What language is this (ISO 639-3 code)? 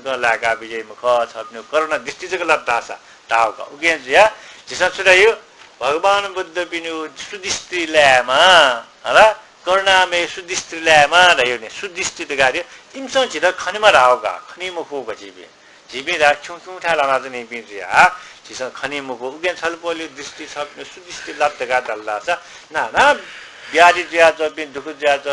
new